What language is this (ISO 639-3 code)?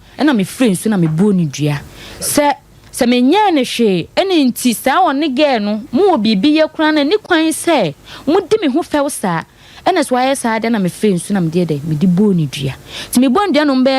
aka